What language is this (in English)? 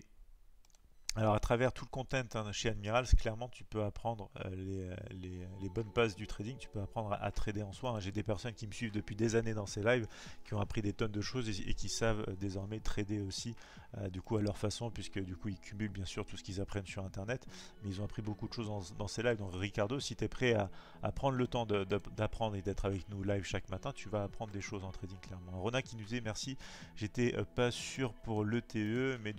French